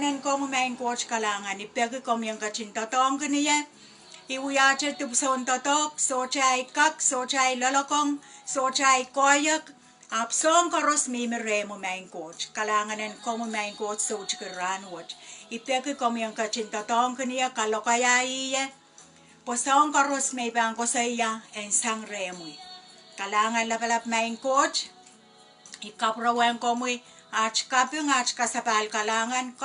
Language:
Pohnpeian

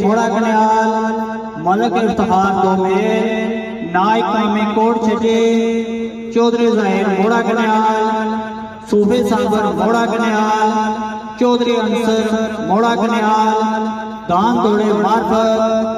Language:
Pahari-Potwari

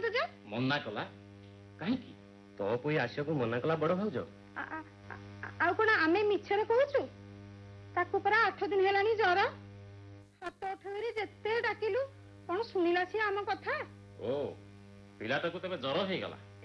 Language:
Odia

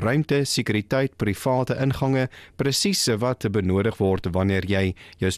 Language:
Afrikaans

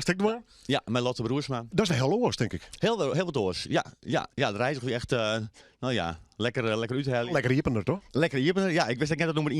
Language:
Western Frisian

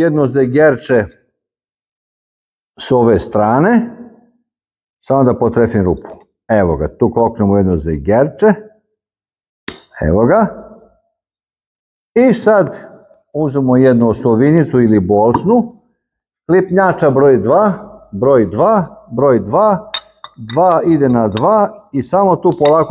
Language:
Serbian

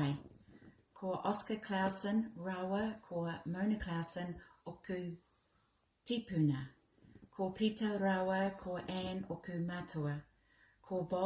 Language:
Māori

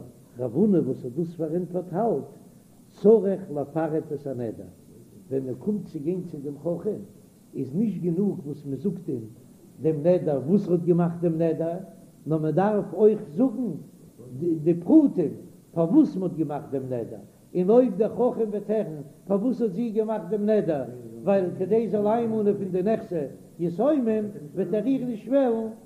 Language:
Yiddish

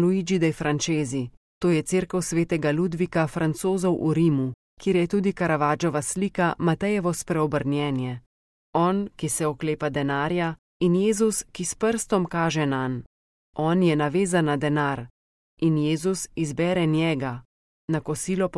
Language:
Slovenian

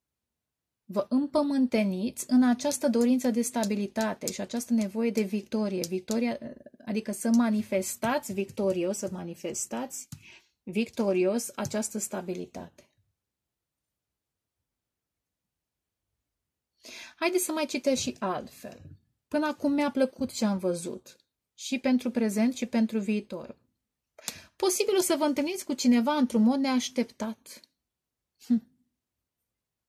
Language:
Romanian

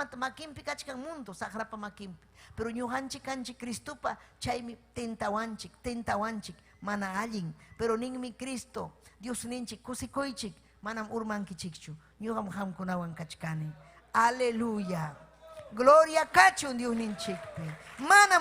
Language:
Ayacucho Quechua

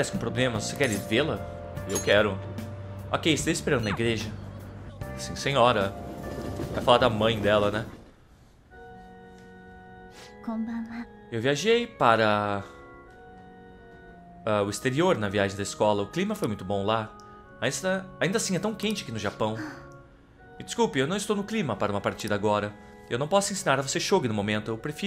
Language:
Portuguese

